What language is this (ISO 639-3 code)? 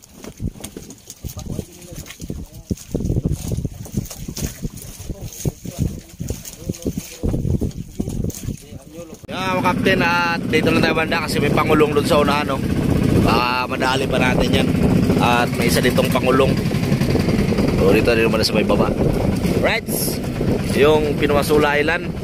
fil